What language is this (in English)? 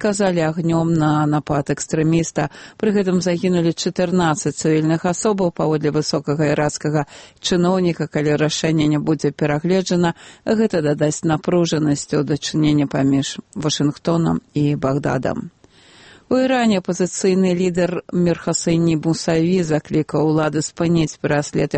Belarusian